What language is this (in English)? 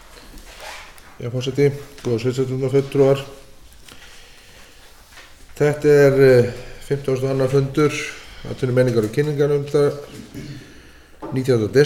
Icelandic